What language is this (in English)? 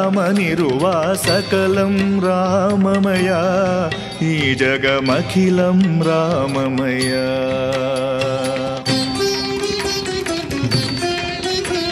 Kannada